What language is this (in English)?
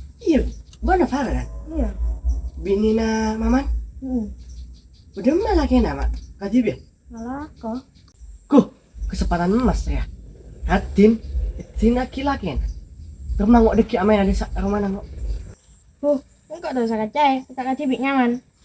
Madurese